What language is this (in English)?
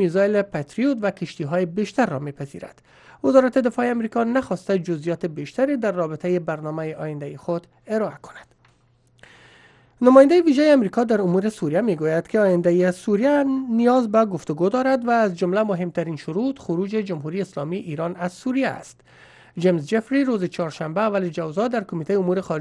Persian